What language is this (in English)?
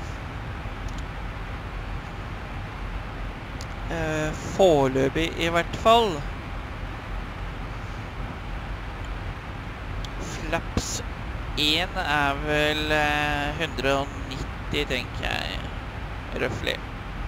Norwegian